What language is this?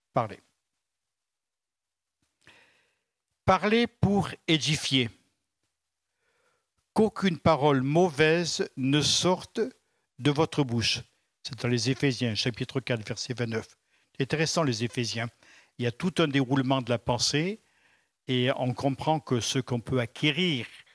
French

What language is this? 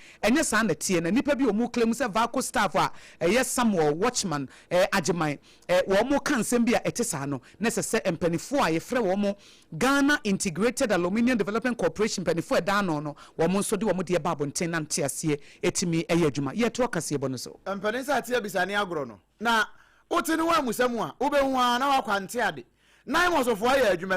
Akan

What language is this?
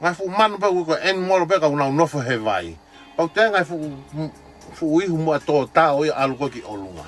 Tongan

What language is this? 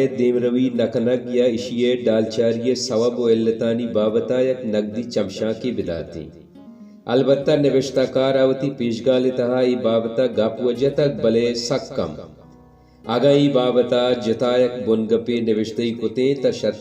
Baluchi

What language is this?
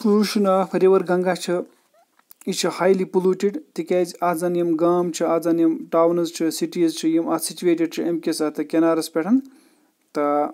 Kashmiri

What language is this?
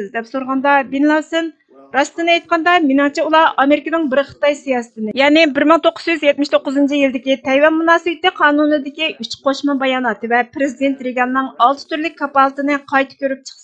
Uyghur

